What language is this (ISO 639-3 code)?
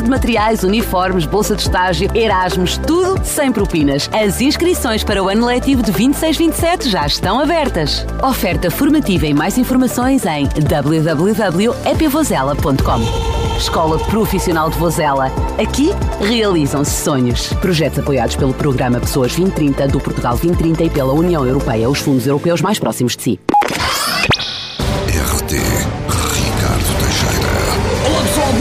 por